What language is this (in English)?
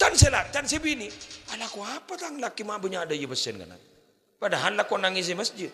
Madurese